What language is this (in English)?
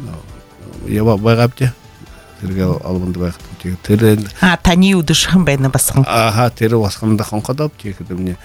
Buriat